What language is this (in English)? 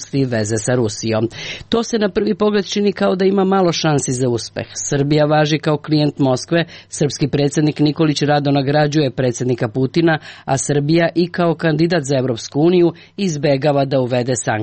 Serbian